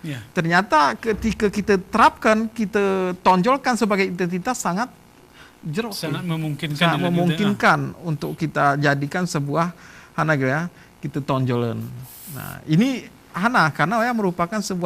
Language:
Gayo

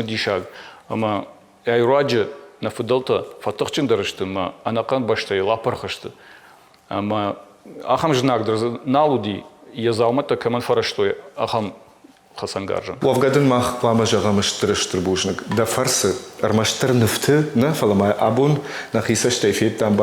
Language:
Ossetic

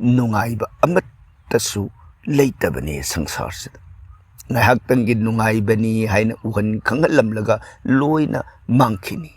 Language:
Manipuri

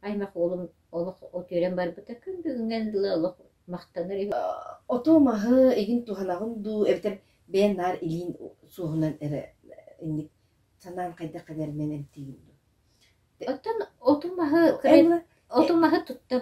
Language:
Yakut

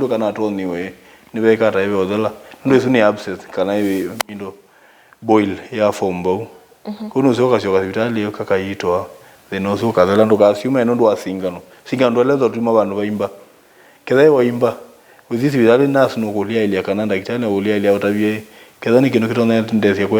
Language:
Kamba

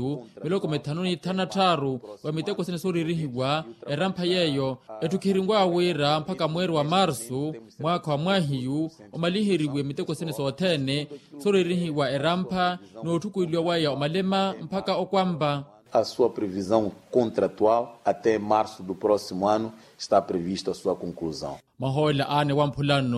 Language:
Makhuwa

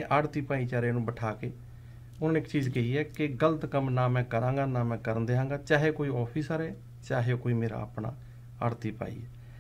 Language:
Punjabi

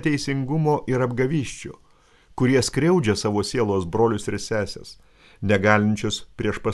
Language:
Lithuanian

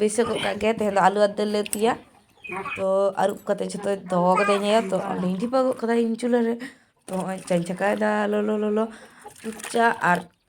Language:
Santali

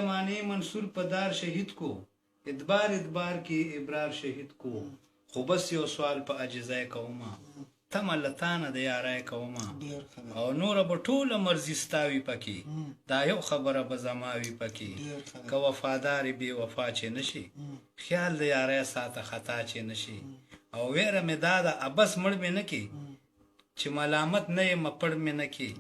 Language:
Pashto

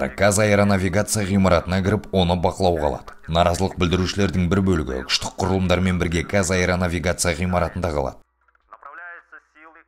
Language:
Kazakh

